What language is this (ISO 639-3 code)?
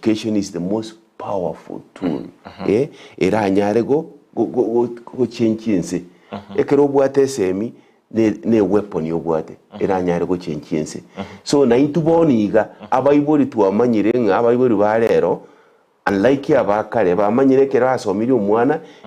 guz